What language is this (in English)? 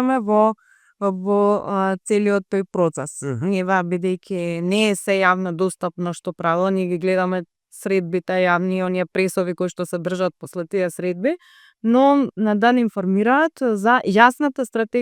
Macedonian